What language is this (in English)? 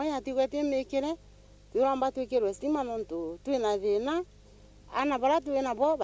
Meru